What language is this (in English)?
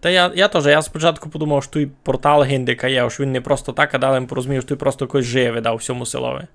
Rusyn